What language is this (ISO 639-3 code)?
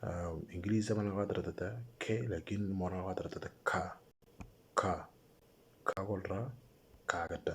mor